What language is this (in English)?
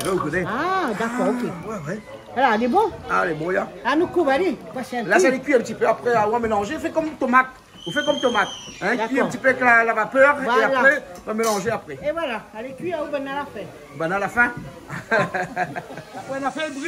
Réunion Creole French